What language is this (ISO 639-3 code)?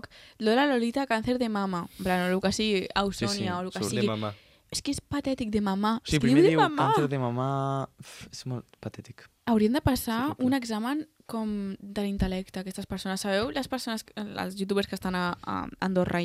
cat